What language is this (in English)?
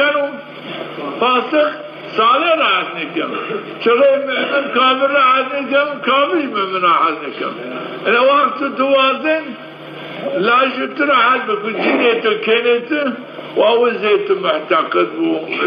Zaza